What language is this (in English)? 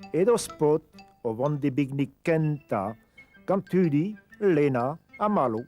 Breton